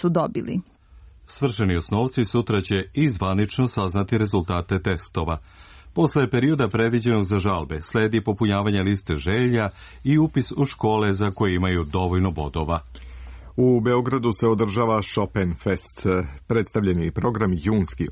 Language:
Serbian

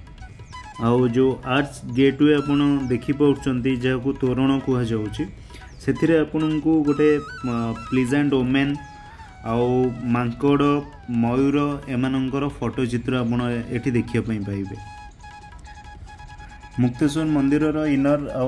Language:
Odia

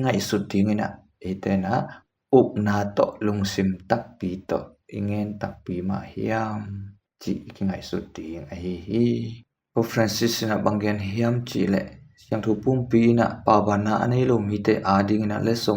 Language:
Tedim Chin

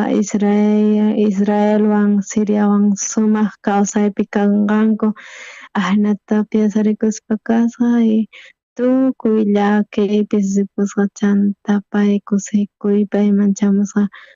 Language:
South Bolivian Quechua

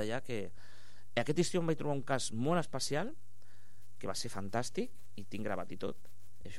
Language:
Catalan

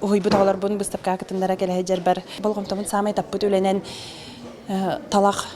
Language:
Yakut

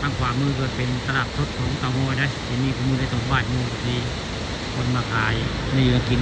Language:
Northeastern Thai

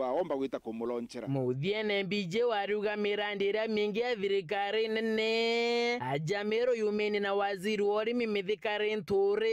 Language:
Meru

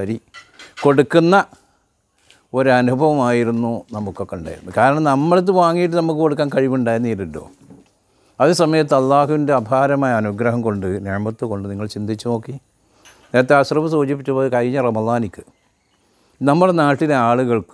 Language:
Malayalam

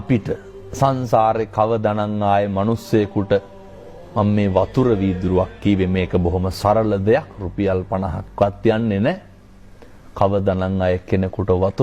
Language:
Sinhala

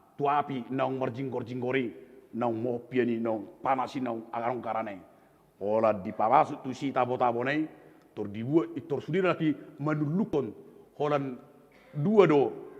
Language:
Batak Toba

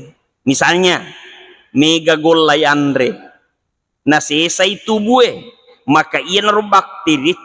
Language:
Buginese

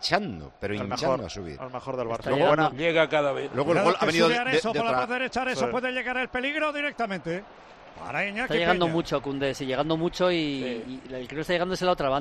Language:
Spanish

